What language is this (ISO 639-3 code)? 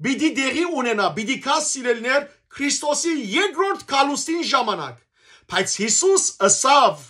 hyw